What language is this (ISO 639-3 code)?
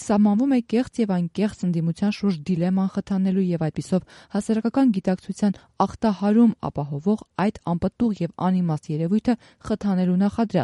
hye